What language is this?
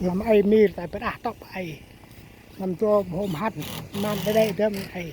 Central Mnong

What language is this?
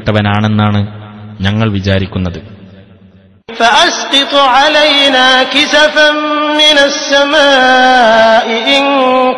Malayalam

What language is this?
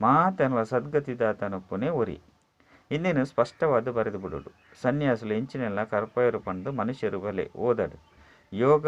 Tulu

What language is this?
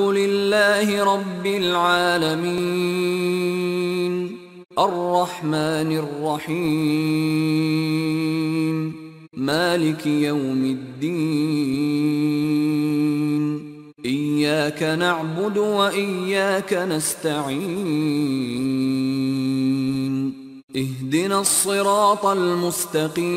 Arabic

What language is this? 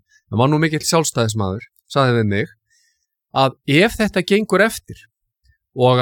Icelandic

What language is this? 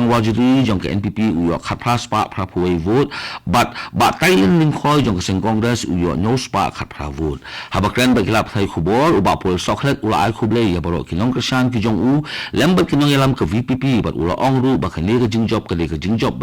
Khasi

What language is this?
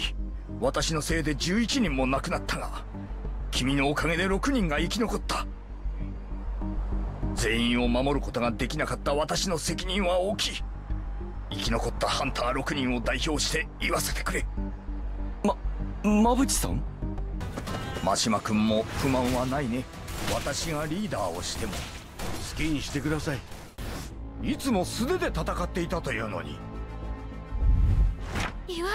Japanese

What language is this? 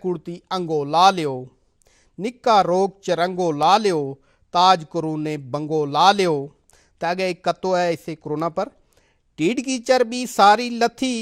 Gujari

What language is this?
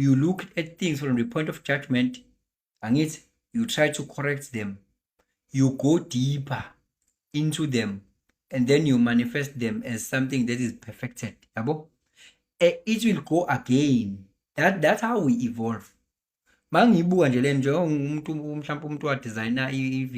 Zulu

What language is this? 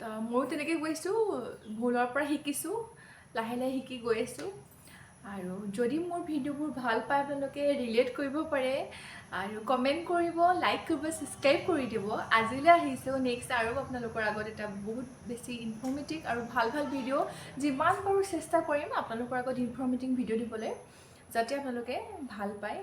Assamese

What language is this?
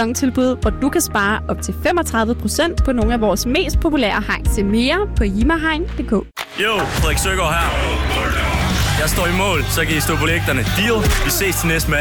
Danish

